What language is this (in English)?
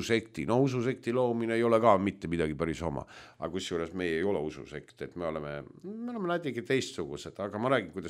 Estonian